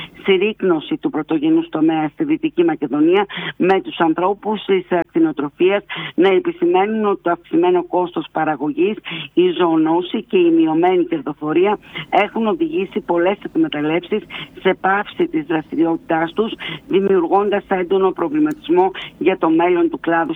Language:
Greek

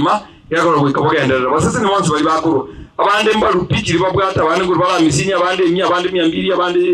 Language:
Gusii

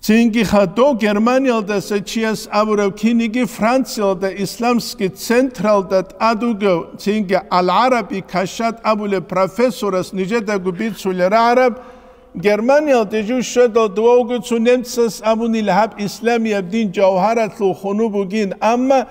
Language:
Avaric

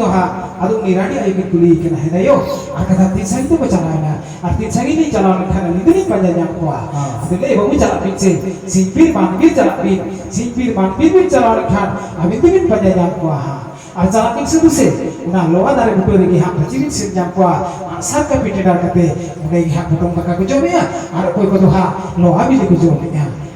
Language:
Santali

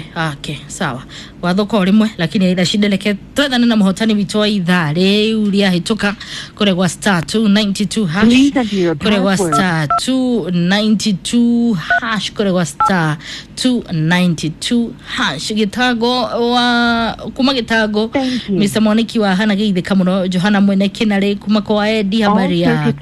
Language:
Kikuyu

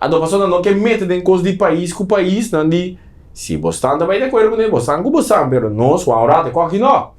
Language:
Papiamento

